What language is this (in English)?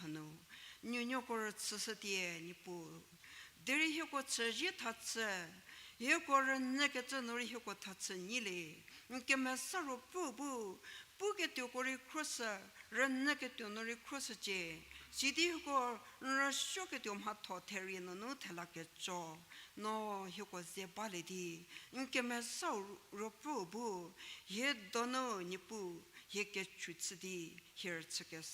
Angami Naga